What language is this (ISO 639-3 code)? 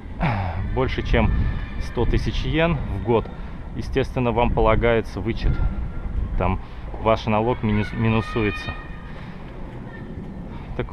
rus